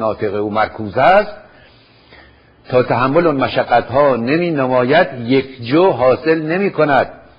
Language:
Persian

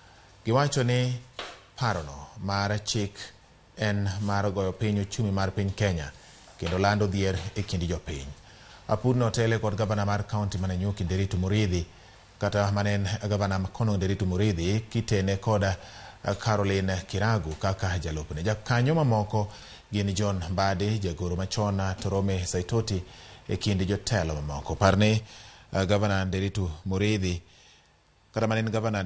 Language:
Luo (Kenya and Tanzania)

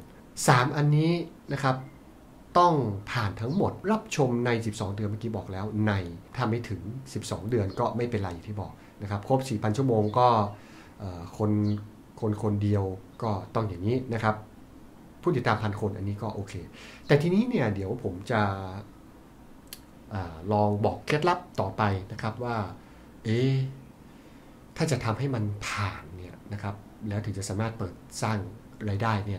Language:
Thai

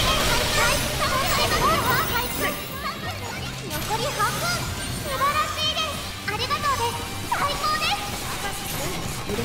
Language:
Japanese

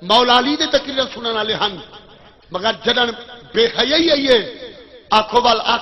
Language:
Saraiki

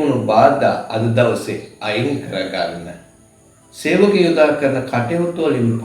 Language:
Sinhala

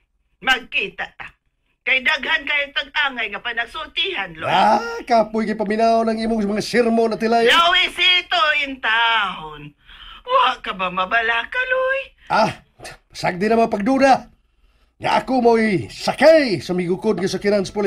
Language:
Cebuano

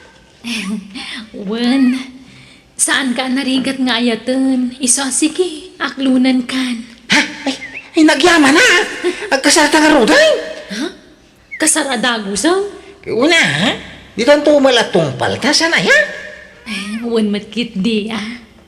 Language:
Iloko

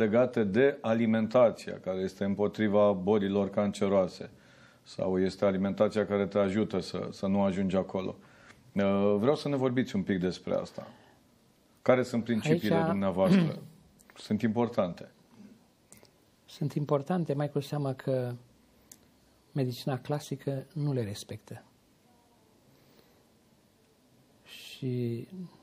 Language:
Romanian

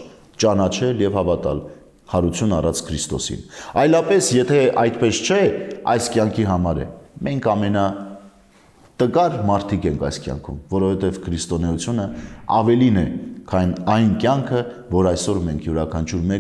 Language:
Armenian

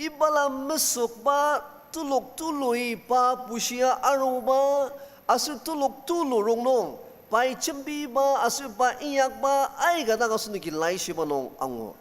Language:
Ao Naga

